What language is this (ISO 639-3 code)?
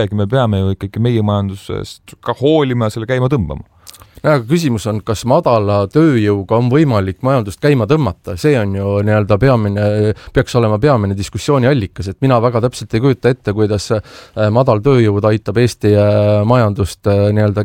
est